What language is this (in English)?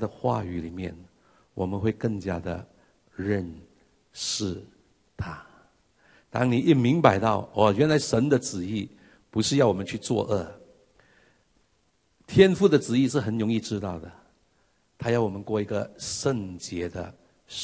Chinese